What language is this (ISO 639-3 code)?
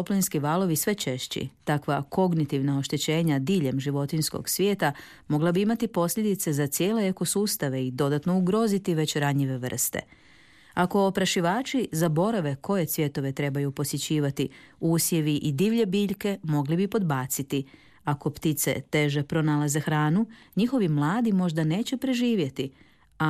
hrv